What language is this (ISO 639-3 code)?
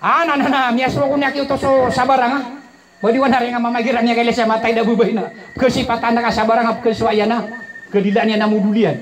mrw